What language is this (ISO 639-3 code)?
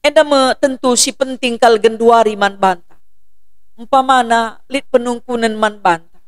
btx